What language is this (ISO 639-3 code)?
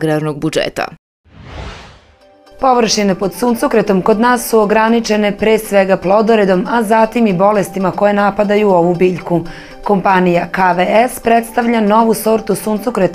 srp